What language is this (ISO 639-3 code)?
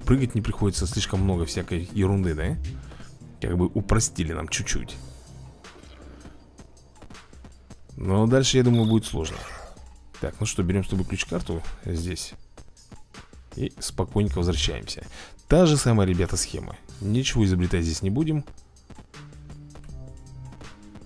rus